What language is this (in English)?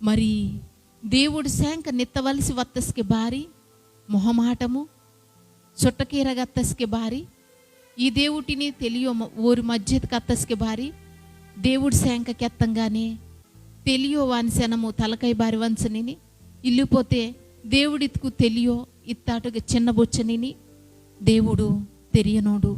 Koya